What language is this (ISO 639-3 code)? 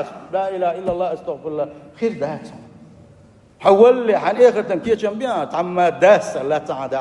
che